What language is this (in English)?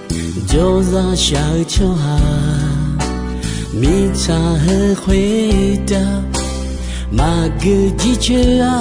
Akha